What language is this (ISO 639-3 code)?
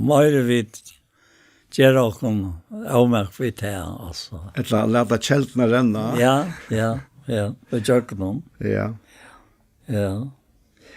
fao